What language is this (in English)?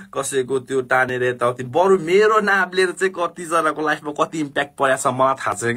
Nepali